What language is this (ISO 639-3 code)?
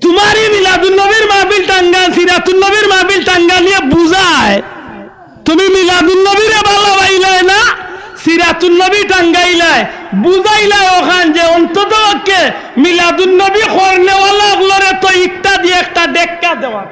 syl